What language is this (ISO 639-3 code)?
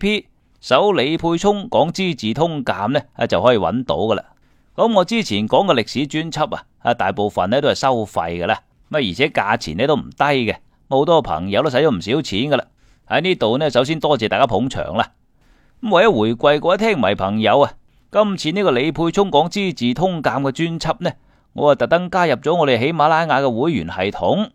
yue